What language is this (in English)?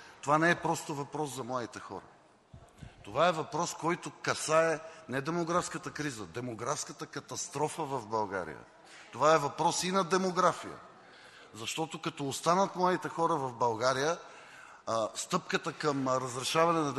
Bulgarian